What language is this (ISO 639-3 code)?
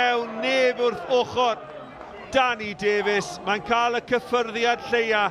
cym